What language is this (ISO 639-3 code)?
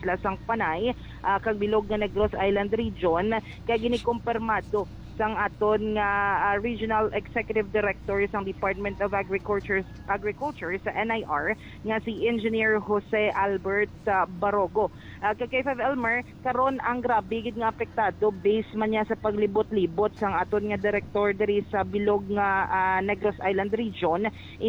hil